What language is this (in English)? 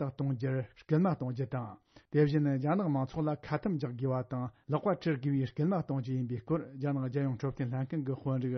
Tibetan